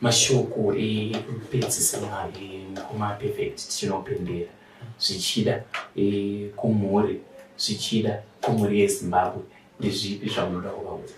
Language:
Shona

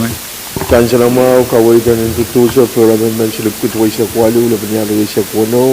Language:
Pohnpeian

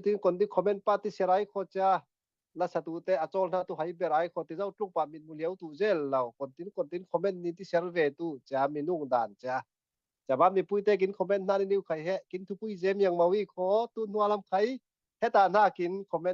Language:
Falam Chin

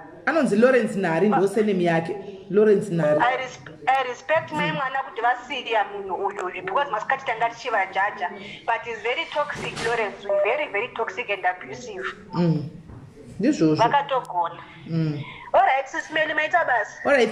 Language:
Shona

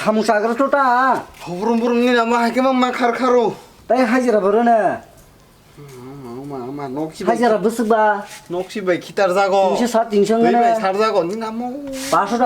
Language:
Kok Borok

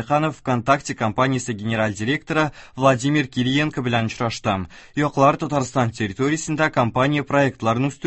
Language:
Tatar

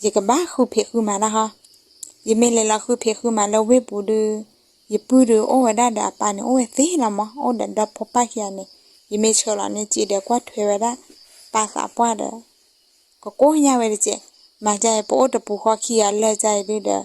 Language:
S'gaw Karen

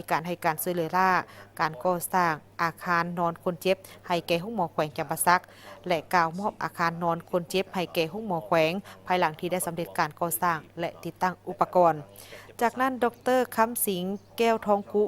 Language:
Lao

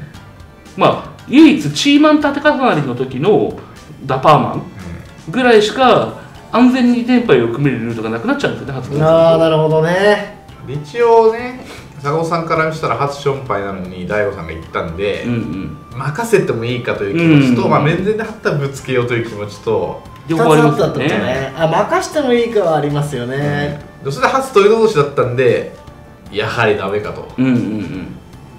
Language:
Japanese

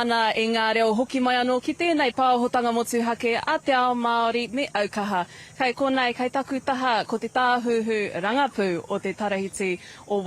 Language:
Māori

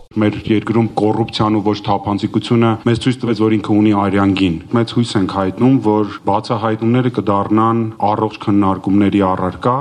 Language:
Armenian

